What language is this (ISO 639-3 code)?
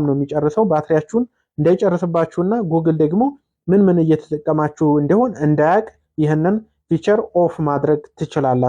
amh